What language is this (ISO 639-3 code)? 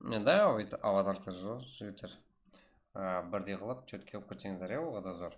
kaa